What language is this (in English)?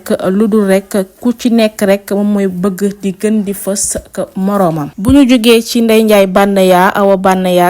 Wolof